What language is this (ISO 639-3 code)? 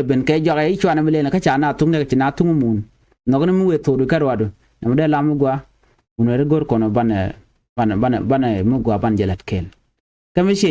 nus